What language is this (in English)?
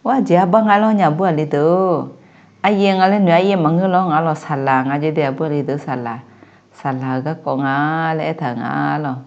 Akha